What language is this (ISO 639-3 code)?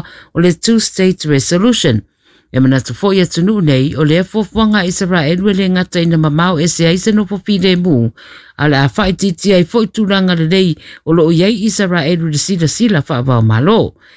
smo